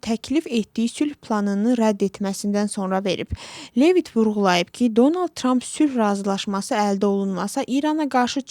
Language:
Azerbaijani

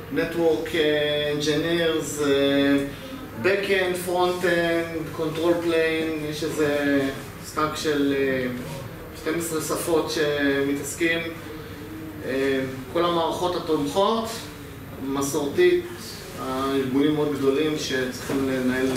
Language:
Hebrew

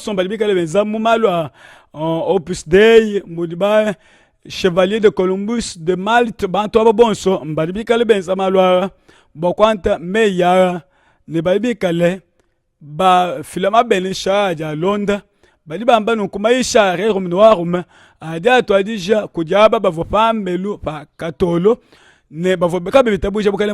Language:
Luba-Lulua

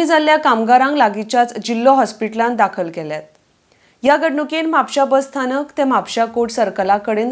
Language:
Konkani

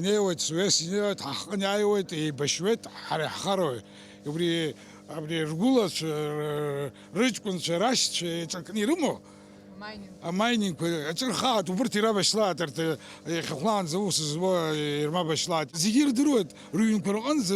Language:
Abkhazian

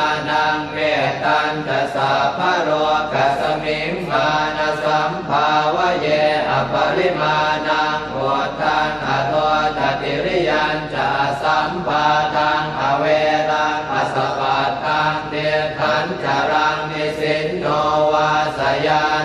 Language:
Pali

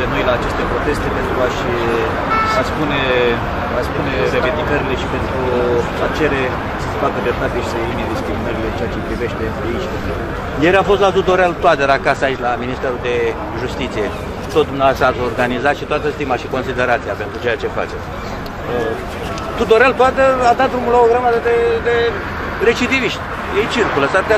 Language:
Romanian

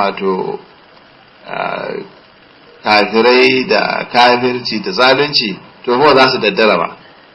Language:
Hausa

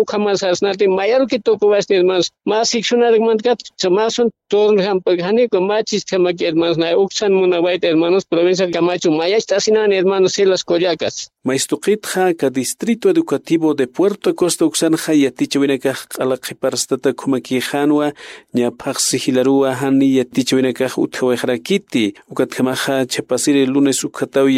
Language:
Aymara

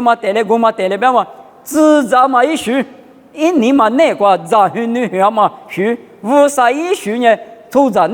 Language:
Lisu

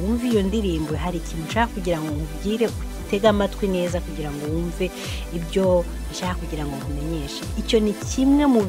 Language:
Kinyarwanda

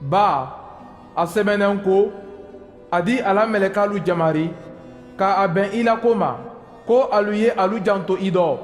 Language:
Mandingo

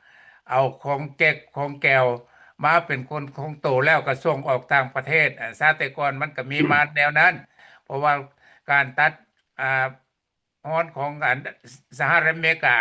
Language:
Lao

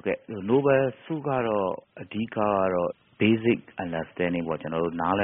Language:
Burmese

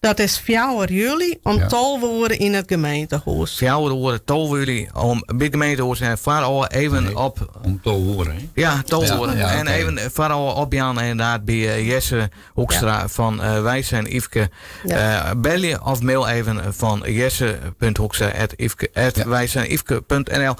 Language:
Western Frisian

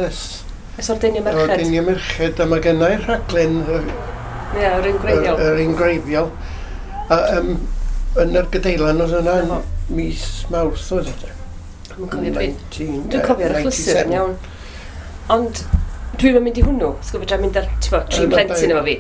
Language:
Welsh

